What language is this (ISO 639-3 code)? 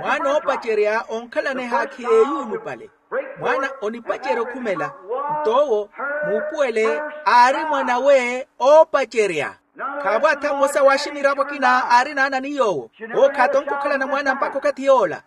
vmw